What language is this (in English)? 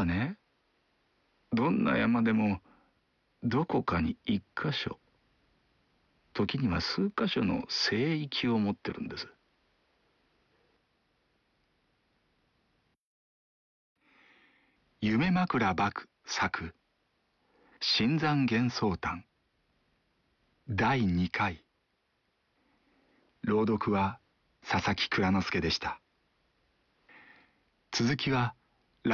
Japanese